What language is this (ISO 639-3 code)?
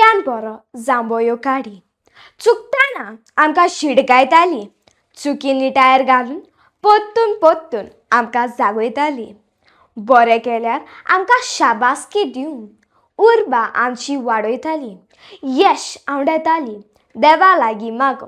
kok